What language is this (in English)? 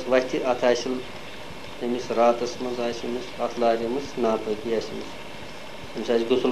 Kashmiri